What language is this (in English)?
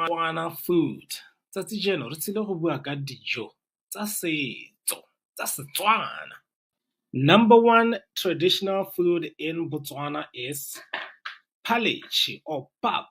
Tswana